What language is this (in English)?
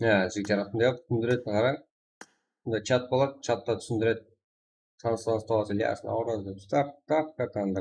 Kara-Kalpak